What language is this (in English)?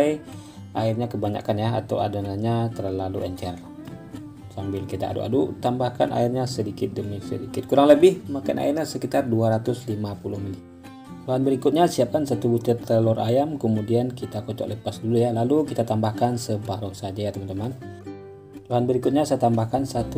Indonesian